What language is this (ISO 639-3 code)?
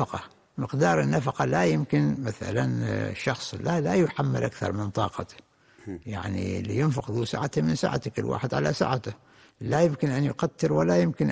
ara